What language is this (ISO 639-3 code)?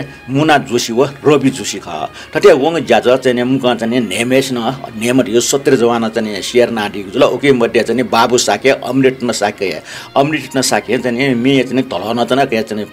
new